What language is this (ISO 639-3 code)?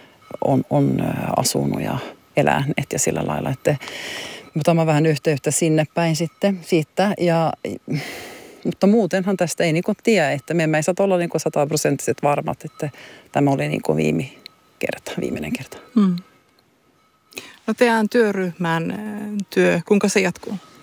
fin